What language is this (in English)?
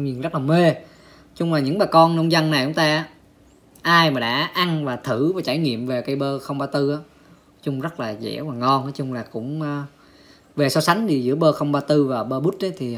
Vietnamese